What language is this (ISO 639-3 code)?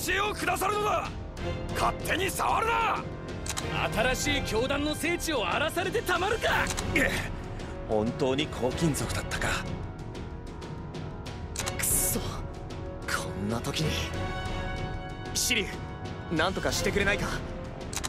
jpn